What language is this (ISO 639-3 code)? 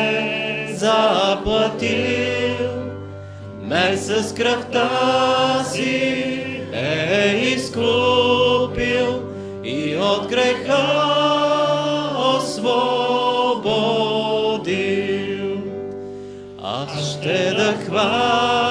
bul